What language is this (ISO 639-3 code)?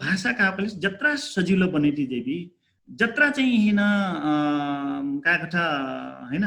thl